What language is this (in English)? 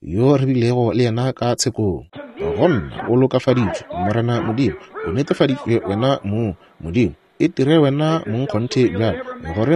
Northern Sotho